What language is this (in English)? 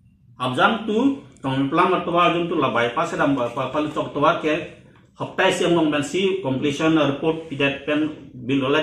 Karbi